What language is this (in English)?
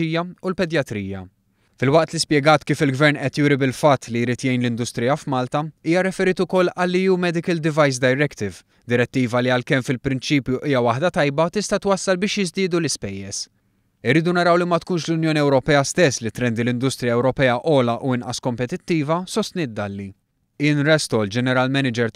Maltese